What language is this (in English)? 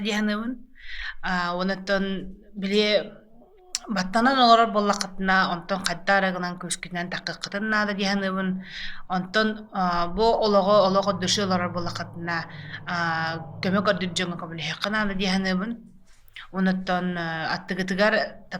Yakut